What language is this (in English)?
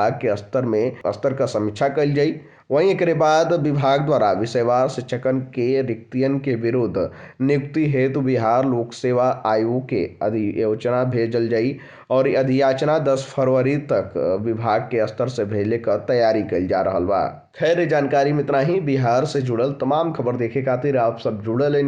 Bhojpuri